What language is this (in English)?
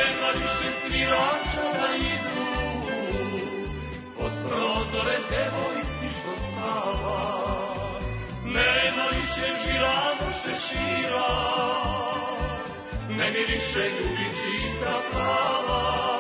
Serbian